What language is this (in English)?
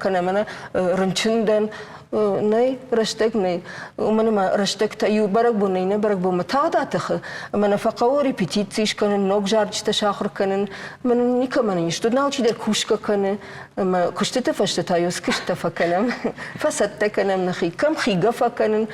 Ossetic